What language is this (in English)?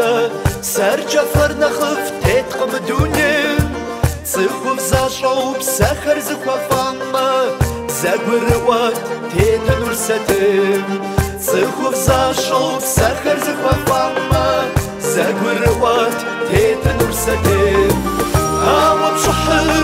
Kabardian